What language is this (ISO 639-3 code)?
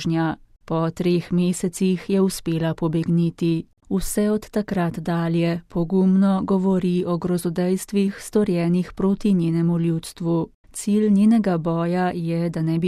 slv